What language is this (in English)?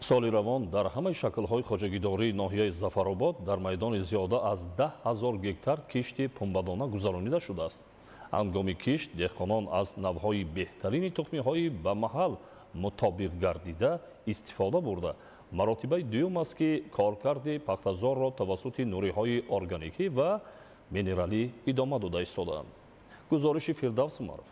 Tajik